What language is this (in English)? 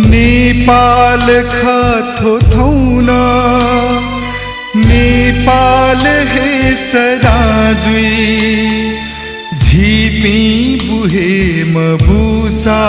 Newari